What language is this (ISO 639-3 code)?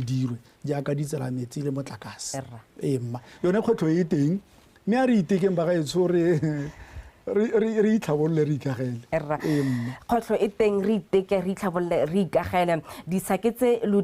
tsn